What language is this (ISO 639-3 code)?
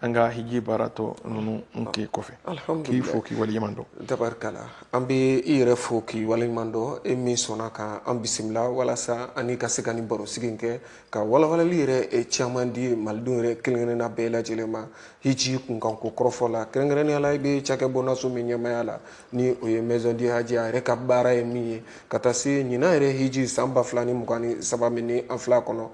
bam